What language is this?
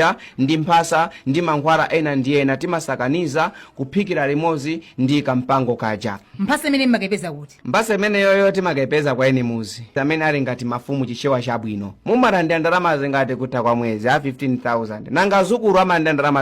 Nyanja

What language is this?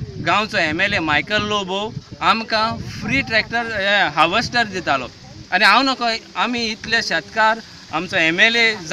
Konkani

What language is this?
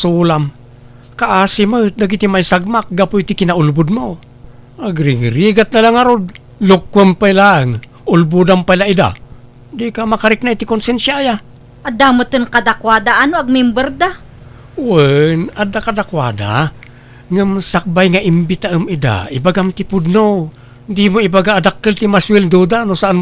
Iloko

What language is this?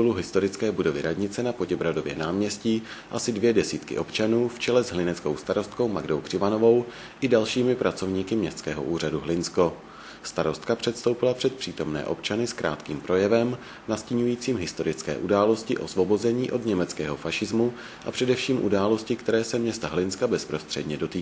Czech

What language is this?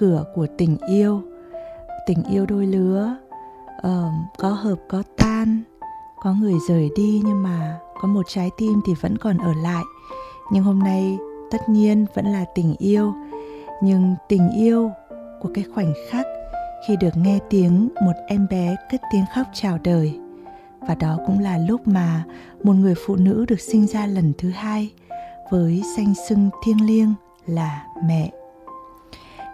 Vietnamese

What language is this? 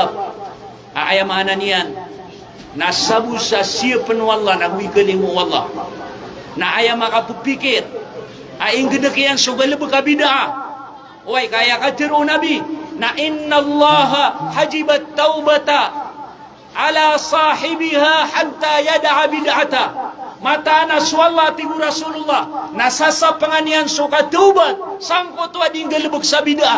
Maranao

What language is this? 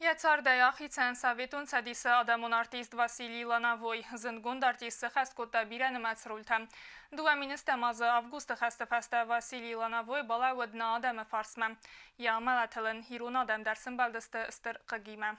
Ossetic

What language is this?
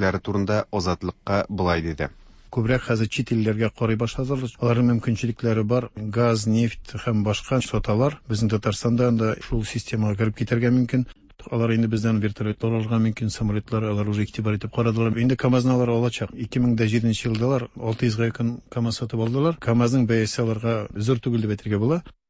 Tatar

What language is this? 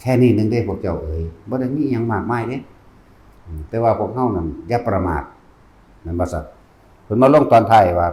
Northeastern Thai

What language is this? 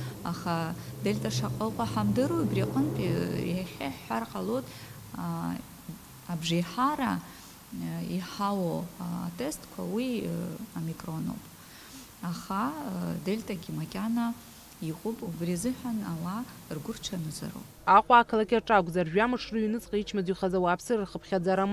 Abkhazian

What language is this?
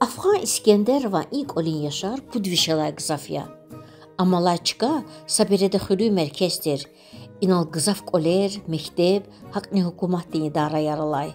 Lezghian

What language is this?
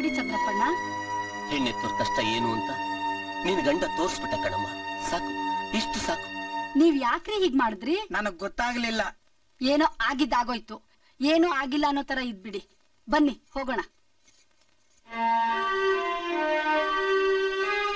Kannada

